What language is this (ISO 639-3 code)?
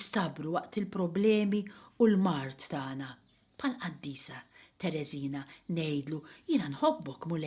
mlt